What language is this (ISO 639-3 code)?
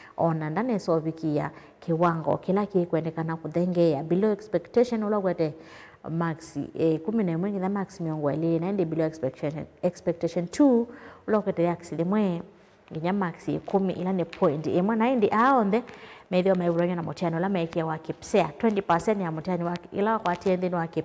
kam